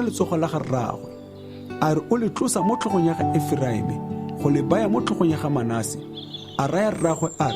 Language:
Tswana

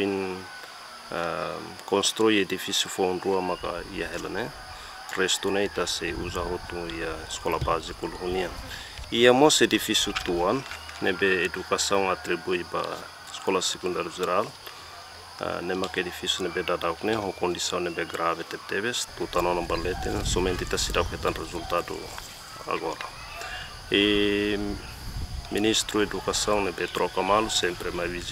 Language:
Tetum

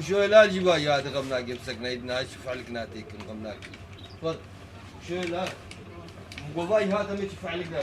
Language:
Kurdish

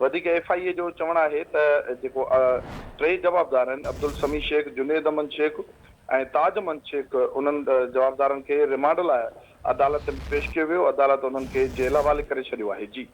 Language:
Sindhi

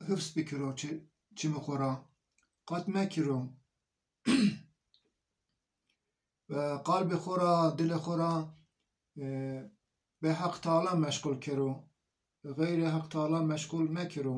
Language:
Zaza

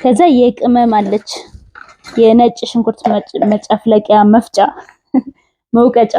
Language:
Amharic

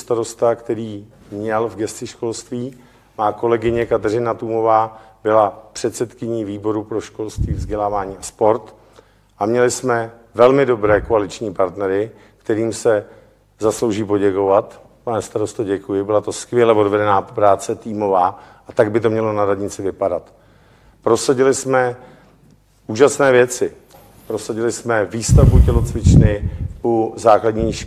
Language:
Czech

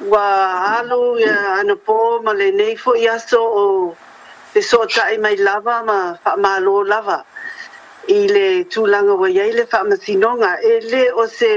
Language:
Samoan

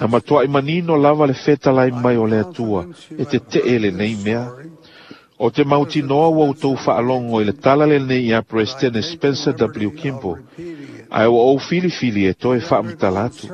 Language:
Samoan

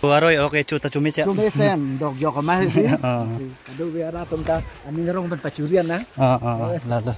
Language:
Karbi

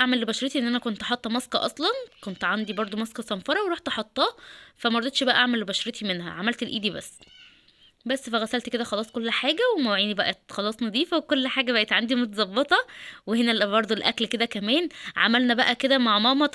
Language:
Egyptian Arabic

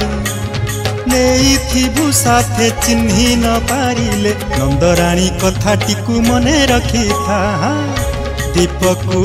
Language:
Odia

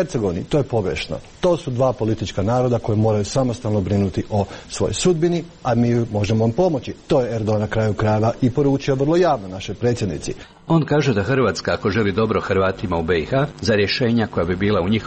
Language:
Croatian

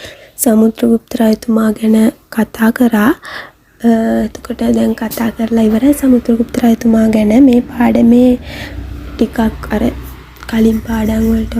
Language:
Sinhala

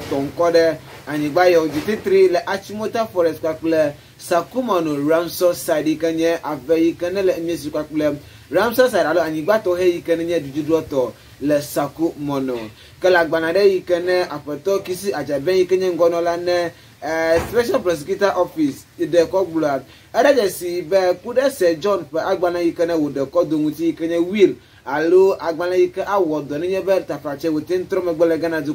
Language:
Ewe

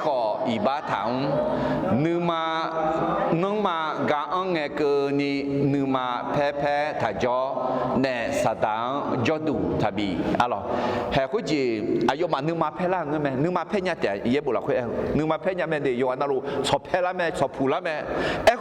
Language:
Akha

